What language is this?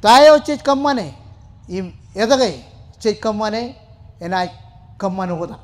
Marshallese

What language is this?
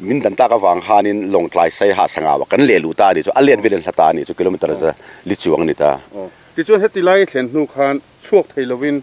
Mizo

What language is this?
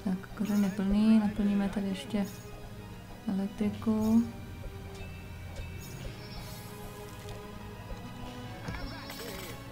Czech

